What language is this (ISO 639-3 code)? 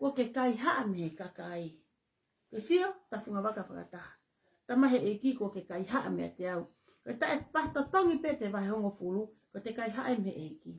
ton